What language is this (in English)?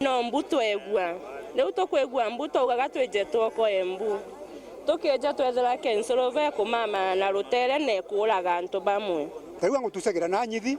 Meru